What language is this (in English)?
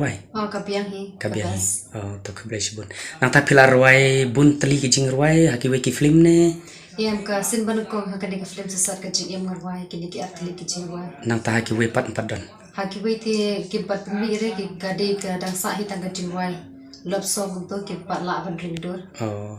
Khasi